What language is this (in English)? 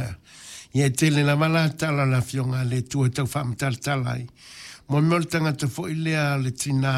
Samoan